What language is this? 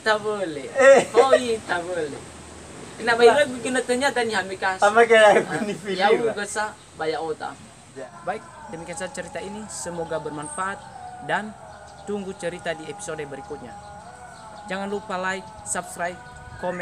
Nias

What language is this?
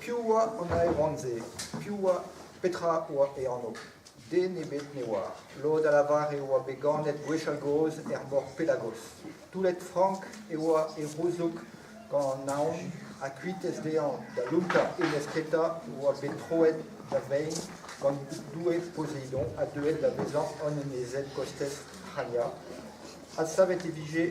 Breton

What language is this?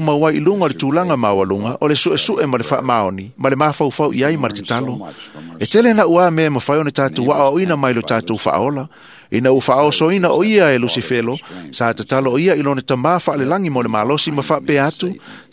Samoan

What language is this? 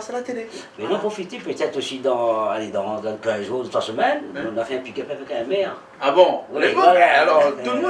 Réunion Creole French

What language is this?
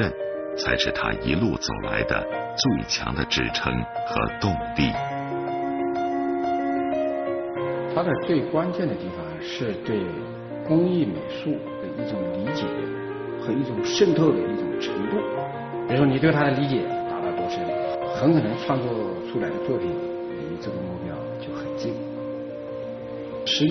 Chinese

